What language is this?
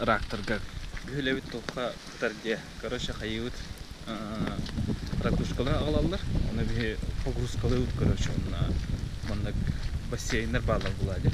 Yakut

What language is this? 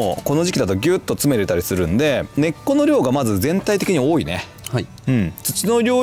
Japanese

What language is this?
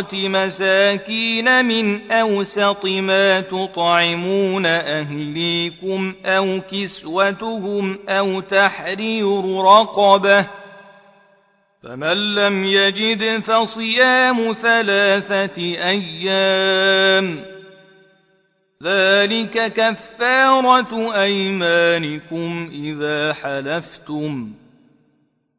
Arabic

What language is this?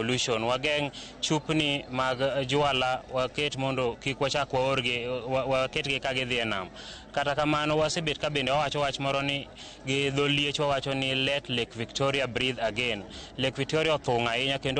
Luo (Kenya and Tanzania)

